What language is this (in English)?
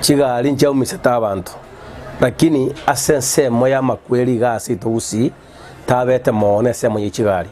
Gusii